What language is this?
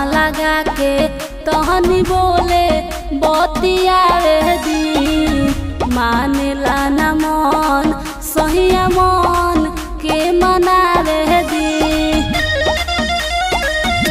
Bhojpuri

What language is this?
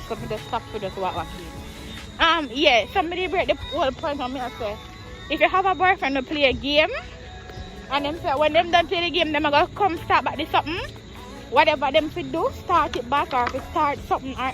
Jamaican Creole English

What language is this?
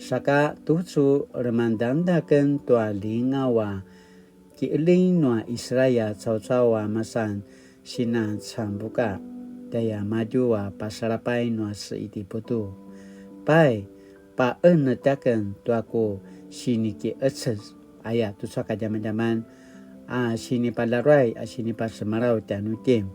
Paiwan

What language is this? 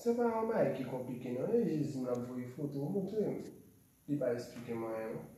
Haitian Creole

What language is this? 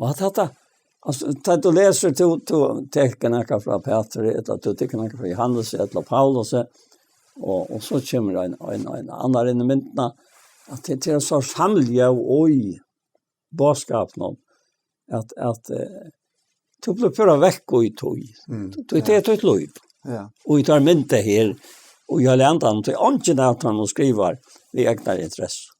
Faroese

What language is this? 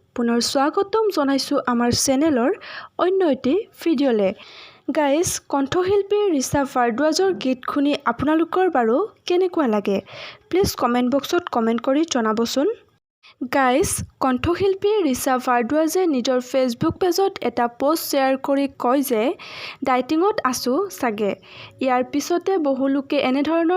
Assamese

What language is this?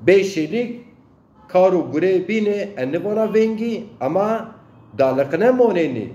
Zaza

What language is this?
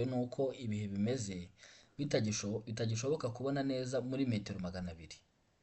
Kinyarwanda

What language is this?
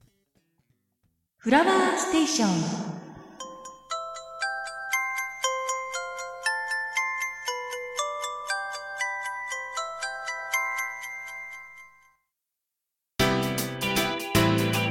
Japanese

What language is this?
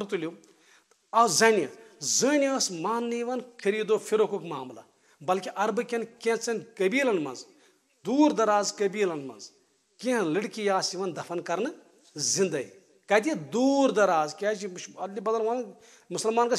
Kashmiri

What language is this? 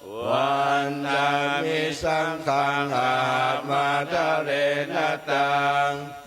Pali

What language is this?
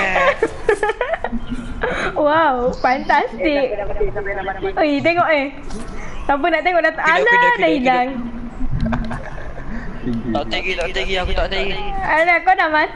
Malay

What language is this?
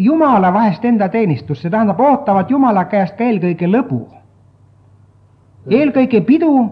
Estonian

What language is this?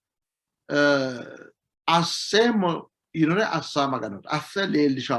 Sidamo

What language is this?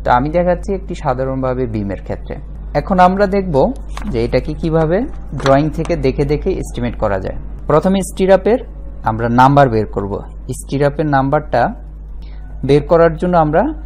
Bangla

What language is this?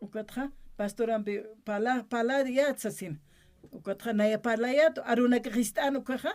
Aymara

